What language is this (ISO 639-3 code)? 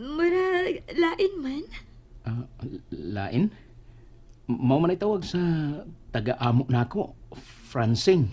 ceb